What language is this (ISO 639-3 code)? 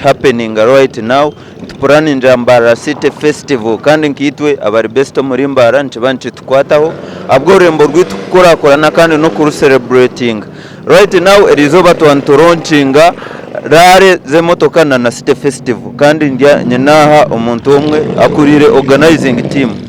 nyn